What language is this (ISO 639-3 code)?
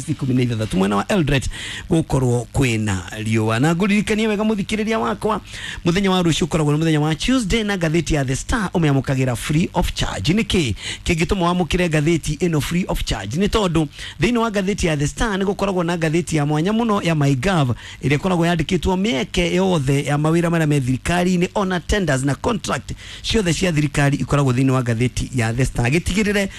kik